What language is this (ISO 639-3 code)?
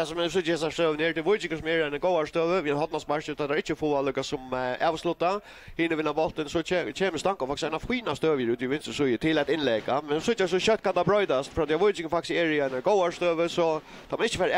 fao